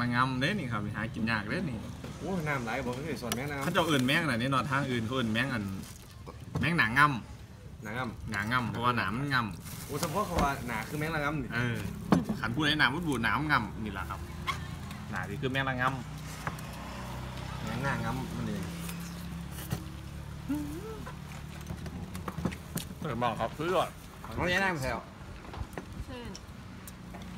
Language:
Thai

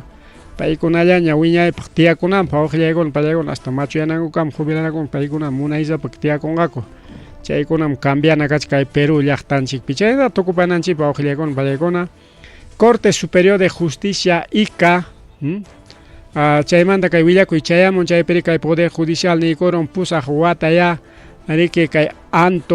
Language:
Ayacucho Quechua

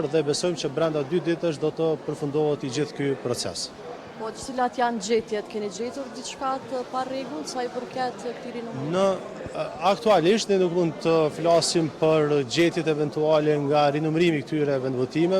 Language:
Albanian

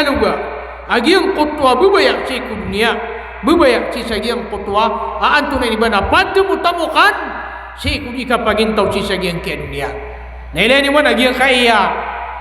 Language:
Maranao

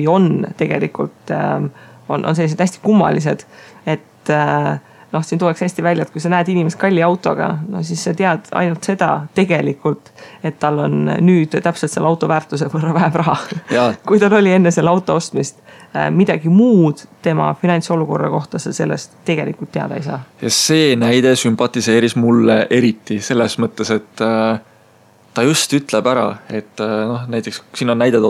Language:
Estonian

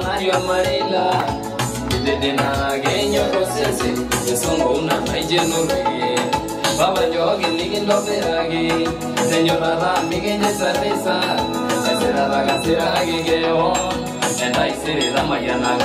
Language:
Masai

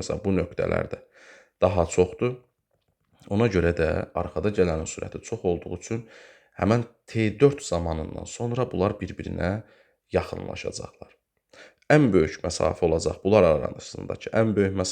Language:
Azerbaijani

